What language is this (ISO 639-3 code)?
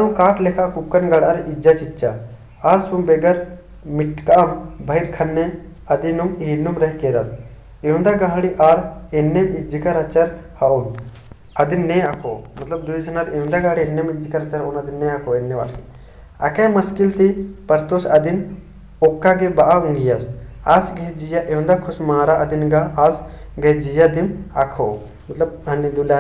kru